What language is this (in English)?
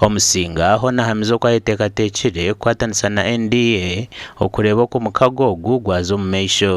Nyankole